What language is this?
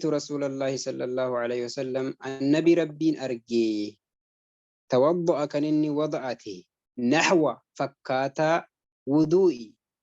Oromo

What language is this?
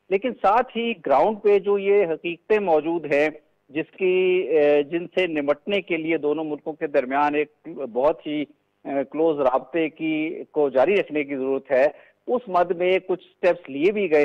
Urdu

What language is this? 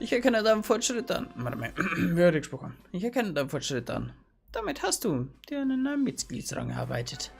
Bavarian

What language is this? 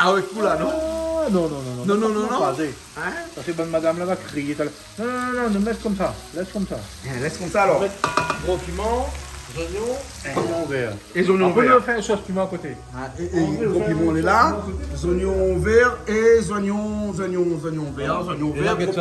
Réunion Creole French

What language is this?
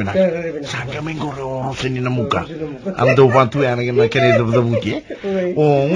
Fijian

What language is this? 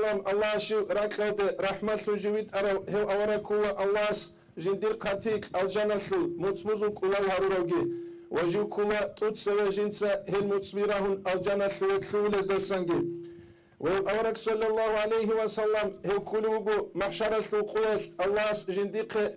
Avaric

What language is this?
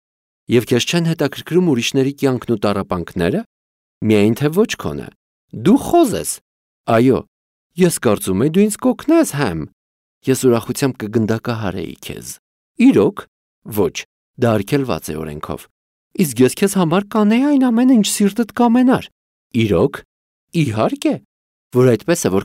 Armenian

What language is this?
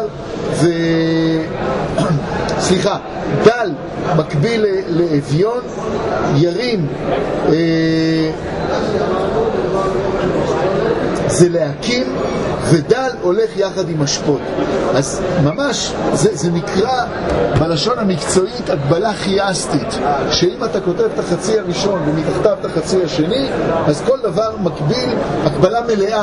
Hebrew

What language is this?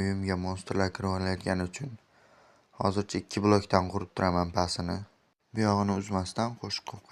Uzbek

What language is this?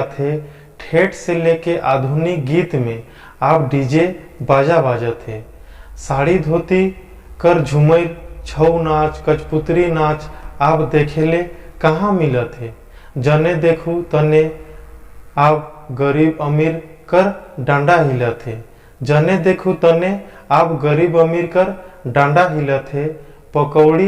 Sadri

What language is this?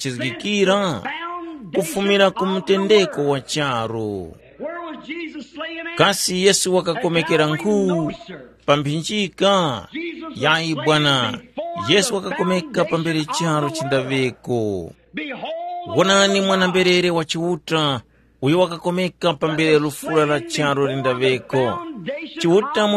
Tumbuka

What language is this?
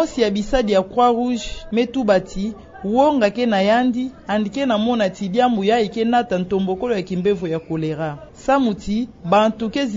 Kituba (Democratic Republic of Congo)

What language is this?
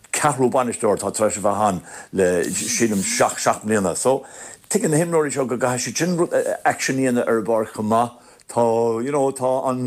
Irish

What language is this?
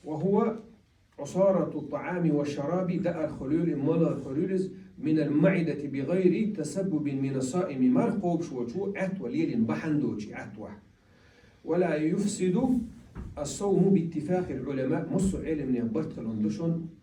Chechen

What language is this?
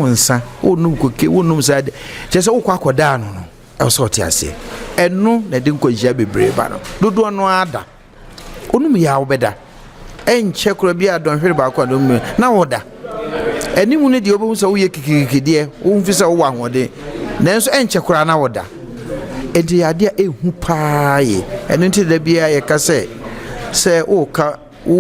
Akan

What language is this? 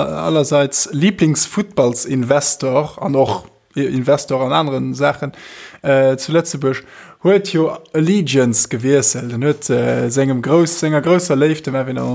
Luxembourgish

